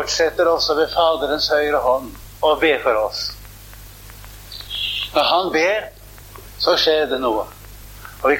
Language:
Norwegian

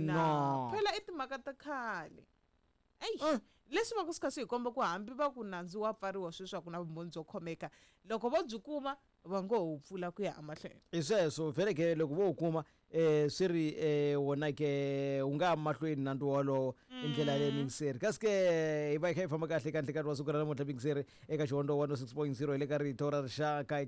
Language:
Tsonga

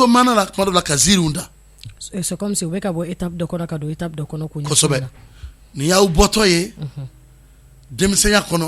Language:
Bambara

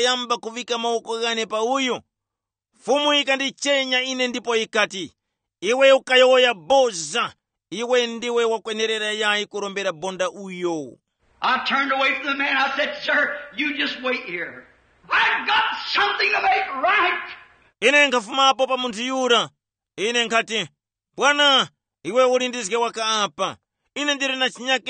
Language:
Tumbuka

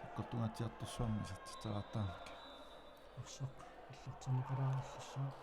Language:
Kalaallisut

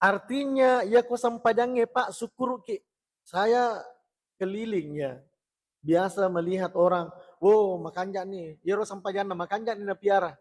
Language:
Buginese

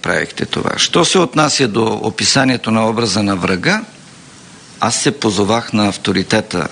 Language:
Bulgarian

